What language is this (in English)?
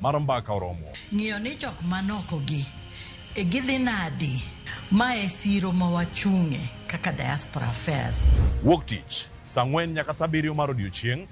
Luo (Kenya and Tanzania)